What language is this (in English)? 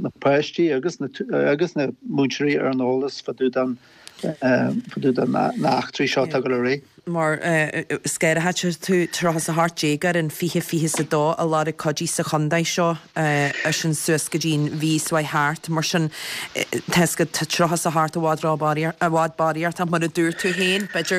Irish